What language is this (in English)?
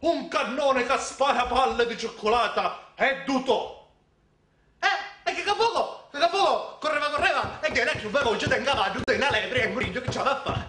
Sicilian